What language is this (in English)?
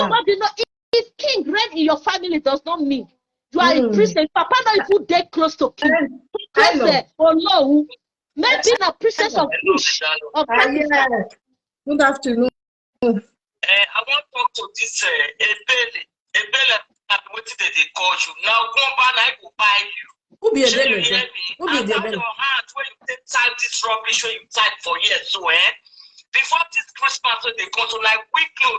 Nigerian Pidgin